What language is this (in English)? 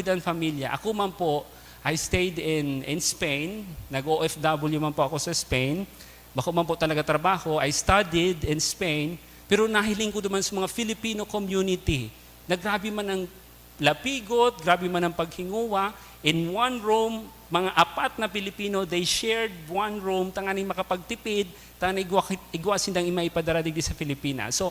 Bikol